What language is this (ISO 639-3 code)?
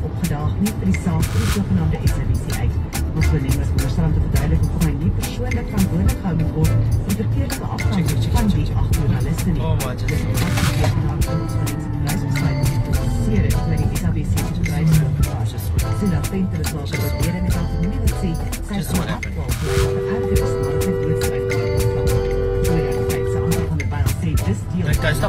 afr